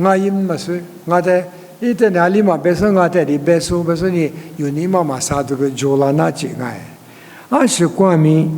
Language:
Lisu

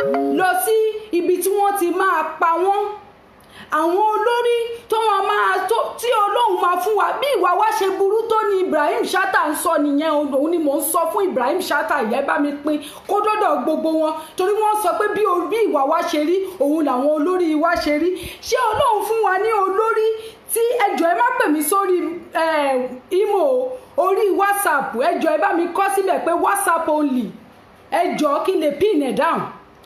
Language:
Yoruba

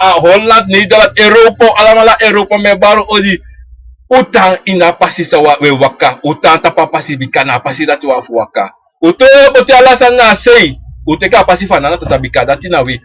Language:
Sranan Tongo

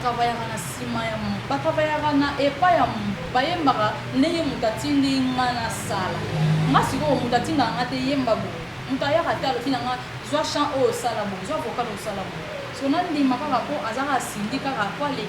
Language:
Lingala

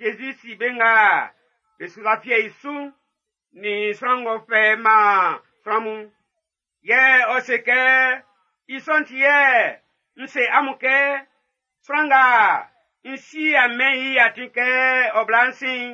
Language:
Baoulé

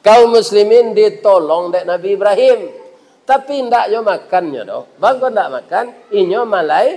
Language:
Minangkabau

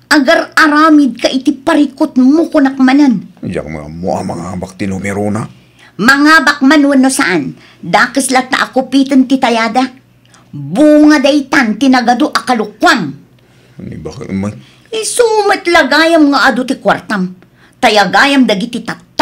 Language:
Iloko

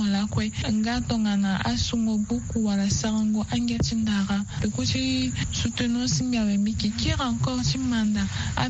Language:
Sango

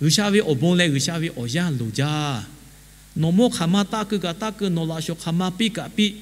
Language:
Lahu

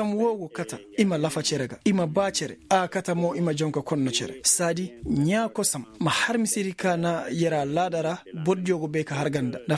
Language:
Koyraboro Senni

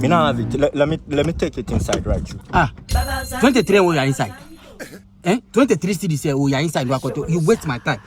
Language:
Jamaican Creole English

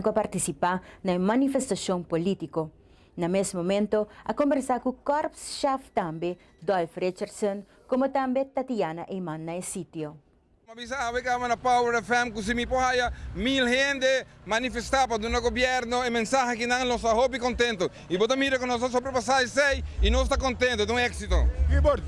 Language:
Papiamento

